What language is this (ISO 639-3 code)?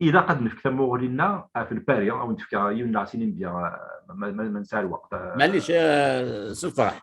kab